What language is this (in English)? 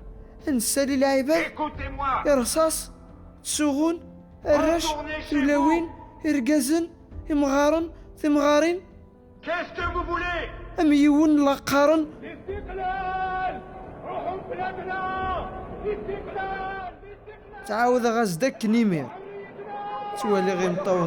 Kabyle